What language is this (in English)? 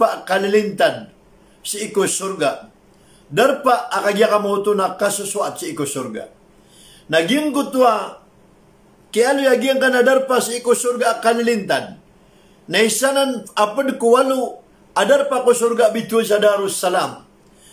Maranao